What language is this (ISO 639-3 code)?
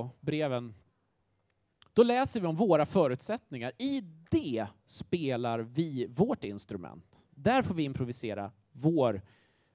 swe